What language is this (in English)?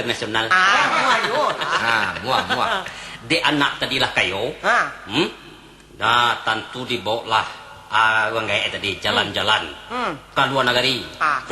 Minangkabau